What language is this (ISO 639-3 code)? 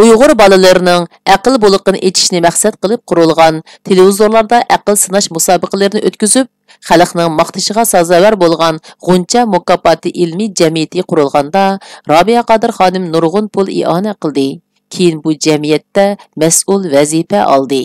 uig